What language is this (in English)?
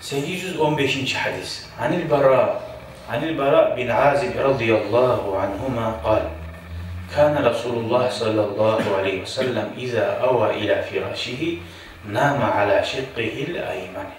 Kumyk